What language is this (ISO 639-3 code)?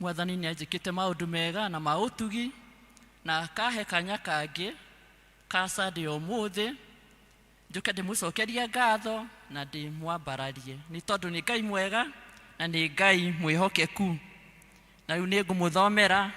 kik